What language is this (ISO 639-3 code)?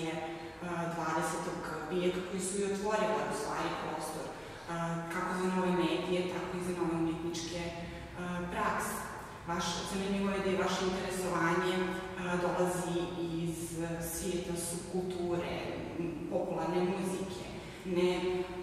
srp